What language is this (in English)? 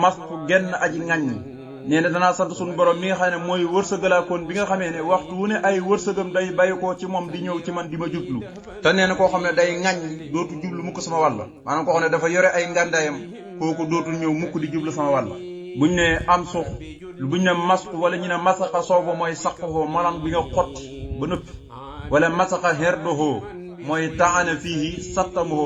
Wolof